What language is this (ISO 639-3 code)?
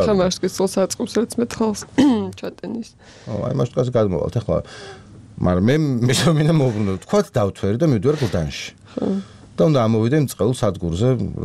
kat